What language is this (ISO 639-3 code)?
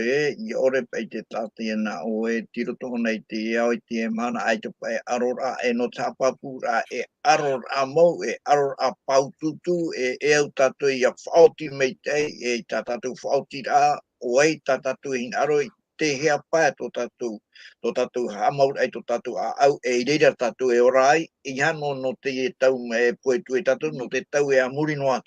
tah